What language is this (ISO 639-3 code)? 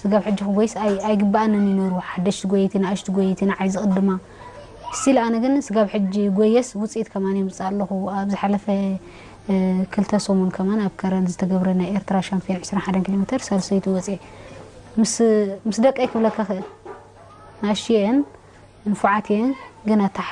tir